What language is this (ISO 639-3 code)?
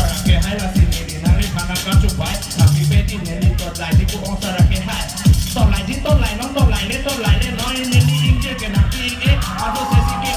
mjw